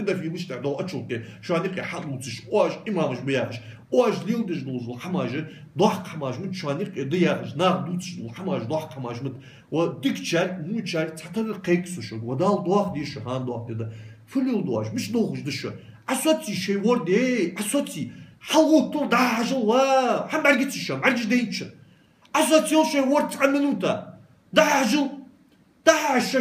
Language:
Ingush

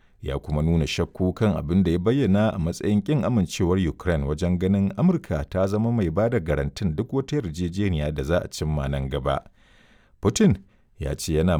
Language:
Hausa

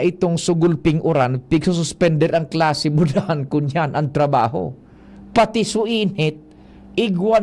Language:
Bikol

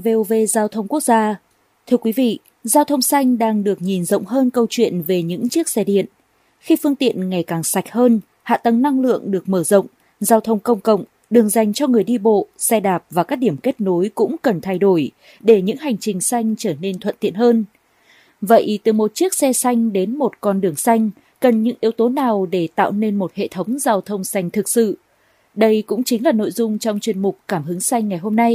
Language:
Vietnamese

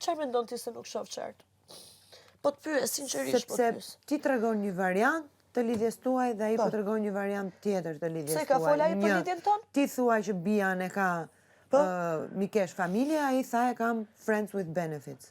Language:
Albanian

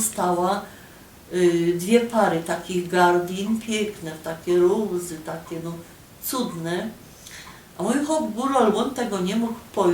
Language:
Silesian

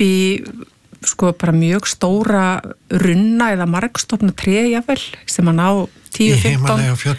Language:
Icelandic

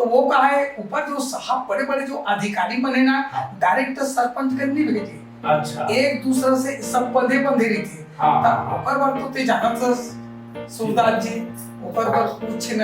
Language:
Chhattisgarhi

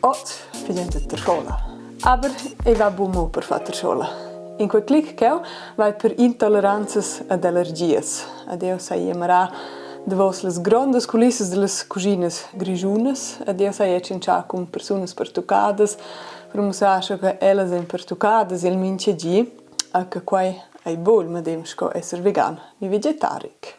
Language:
Romansh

